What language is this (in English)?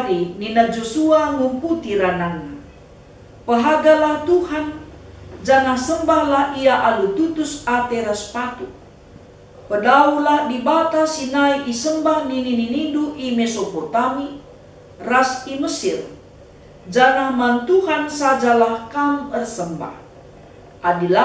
Batak Karo